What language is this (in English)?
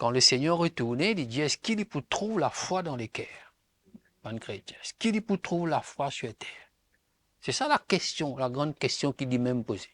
Morisyen